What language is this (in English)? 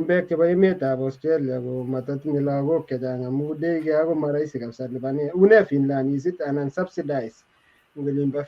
Kalenjin